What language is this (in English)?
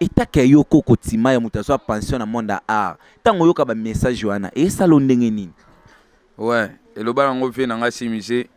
Lingala